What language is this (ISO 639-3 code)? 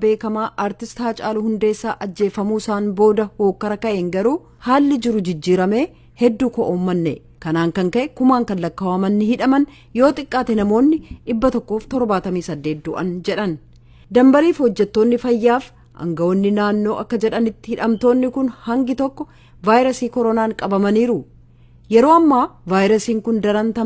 orm